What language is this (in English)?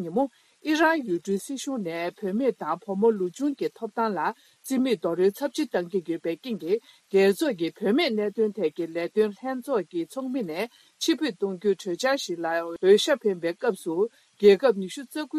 Tibetan